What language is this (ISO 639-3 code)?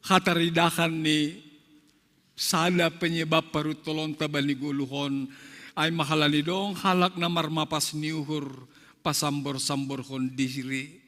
bts